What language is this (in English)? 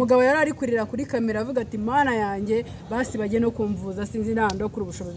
Kinyarwanda